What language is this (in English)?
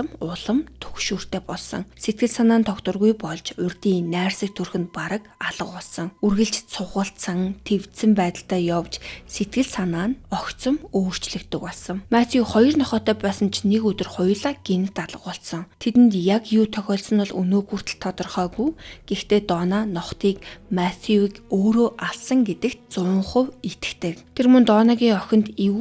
Mongolian